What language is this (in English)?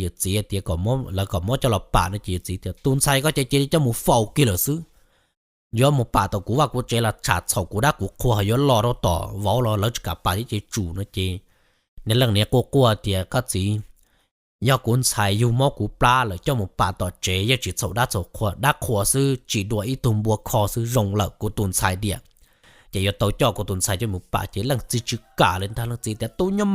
Hmong